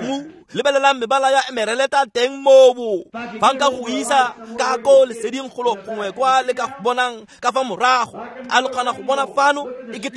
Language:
Tswana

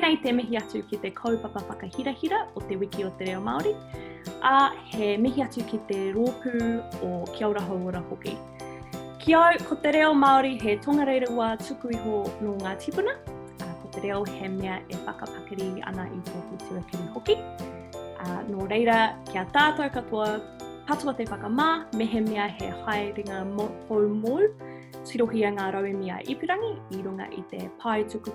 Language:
Māori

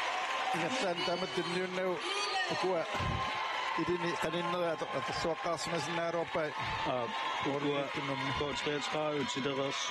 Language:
Kalaallisut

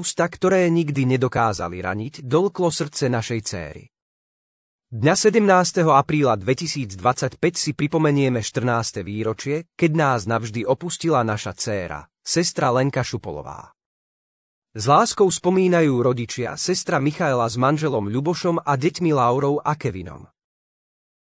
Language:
Slovak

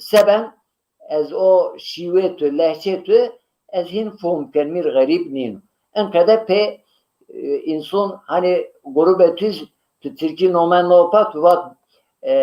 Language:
Zaza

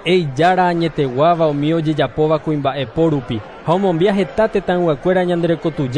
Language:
Guarani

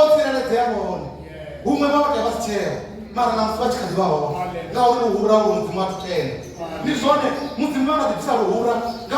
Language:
Venda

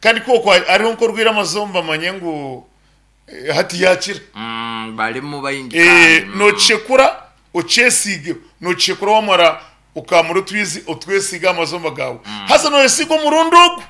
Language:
Nyankole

